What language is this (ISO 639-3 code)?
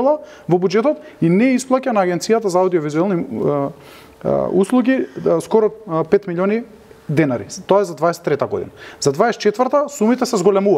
mkd